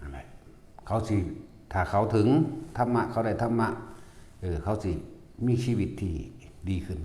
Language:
Northeastern Thai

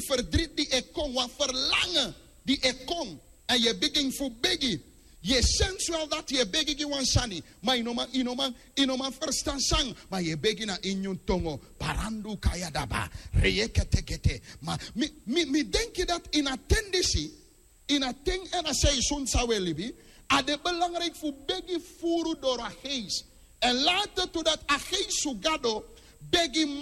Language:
Sranan Tongo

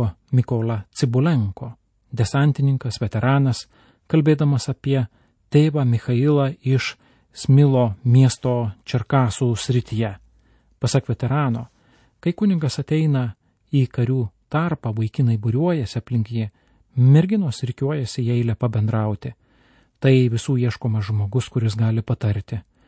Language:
Lithuanian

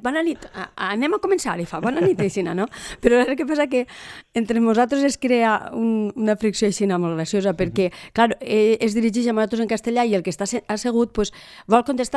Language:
Catalan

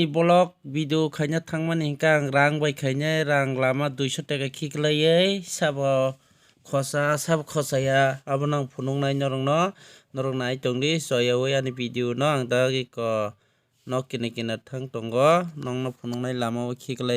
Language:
Kok Borok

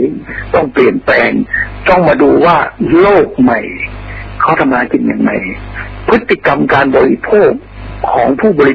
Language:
Thai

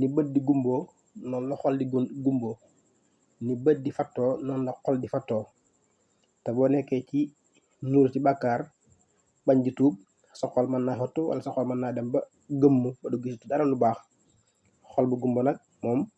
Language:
Wolof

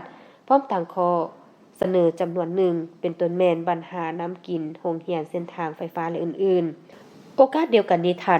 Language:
Lao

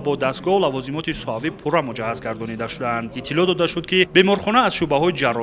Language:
Tajik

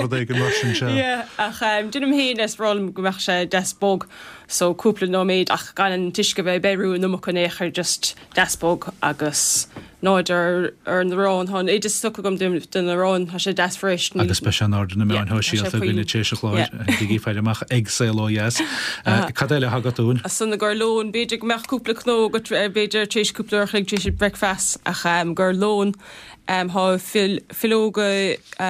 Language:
Irish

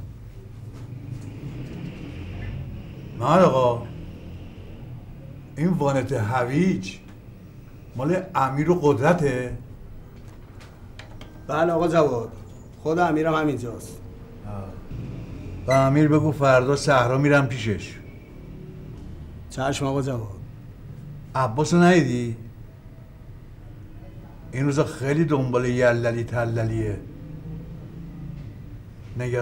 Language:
Persian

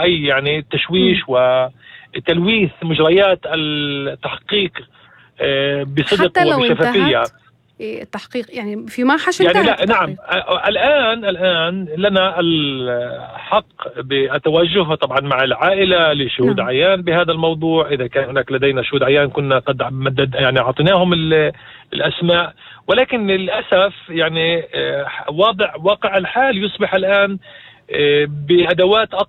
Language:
North Levantine Arabic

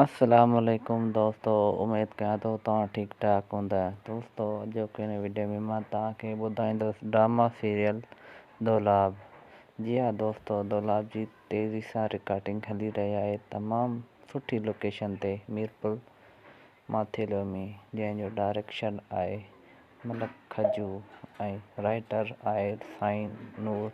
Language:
Sindhi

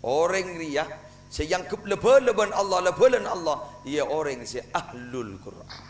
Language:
Madurese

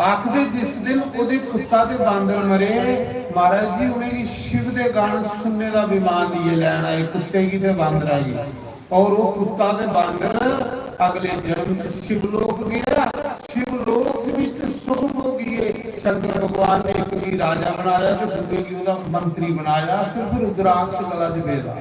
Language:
Dogri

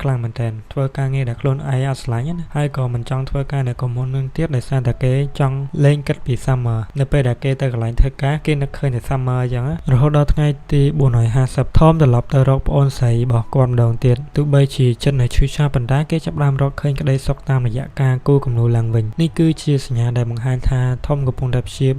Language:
Khmer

